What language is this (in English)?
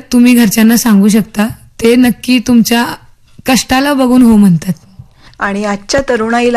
Marathi